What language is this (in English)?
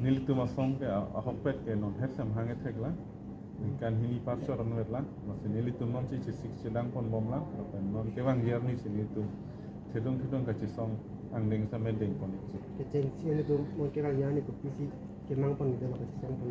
Karbi